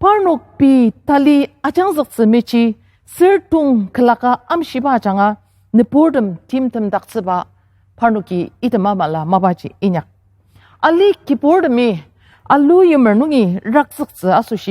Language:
Ao Naga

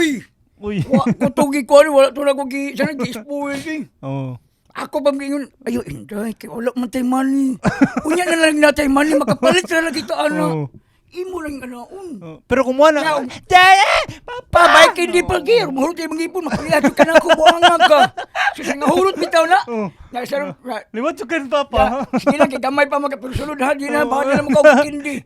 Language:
Cebuano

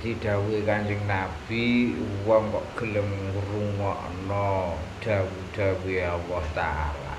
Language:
Javanese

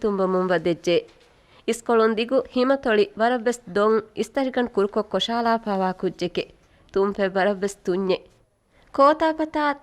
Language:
Divehi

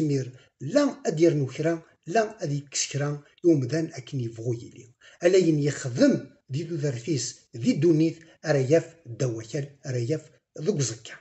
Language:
Kabyle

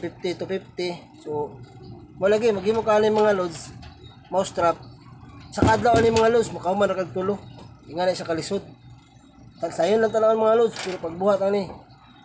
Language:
Cebuano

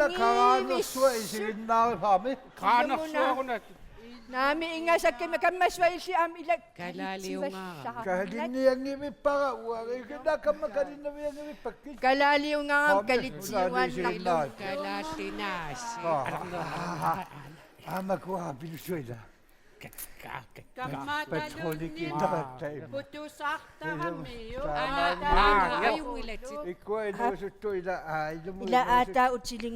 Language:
Kalaallisut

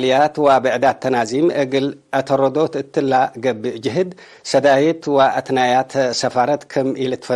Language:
Tigre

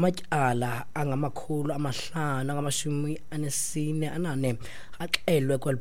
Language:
Xhosa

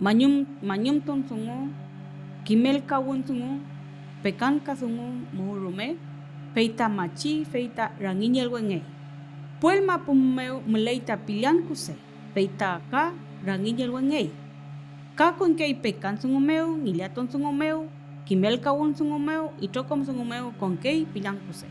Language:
Mapuche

